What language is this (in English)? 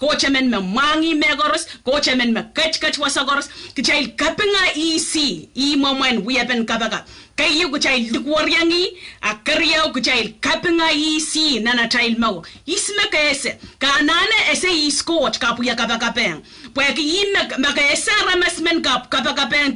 Pohnpeian